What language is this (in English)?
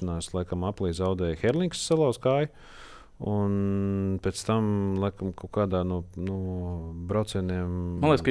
Latvian